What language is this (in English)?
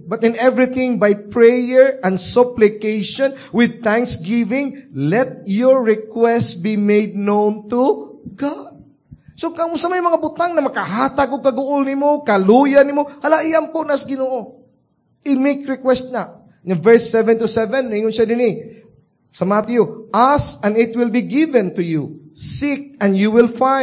Cebuano